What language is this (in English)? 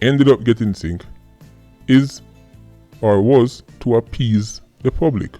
Jamaican Creole English